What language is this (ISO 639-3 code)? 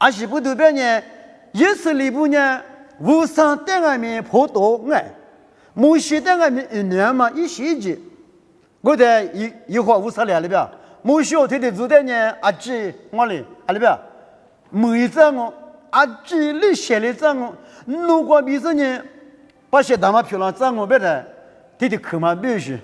lis